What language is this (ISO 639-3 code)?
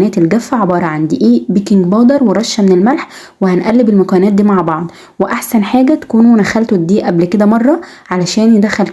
arz